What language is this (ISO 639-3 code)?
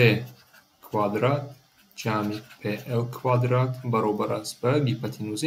tgk